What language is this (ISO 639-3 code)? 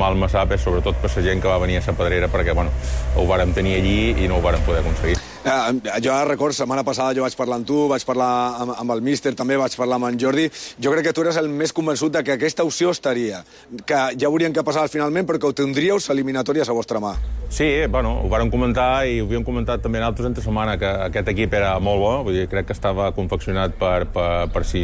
cat